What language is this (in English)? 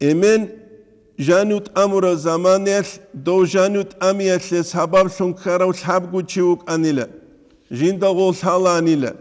Avaric